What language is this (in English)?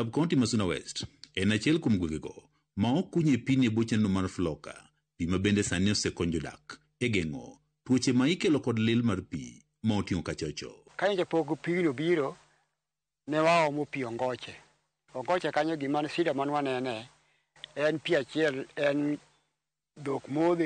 Luo (Kenya and Tanzania)